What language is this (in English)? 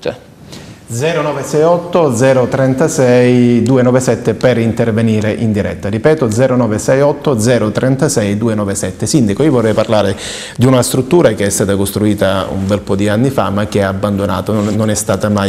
Italian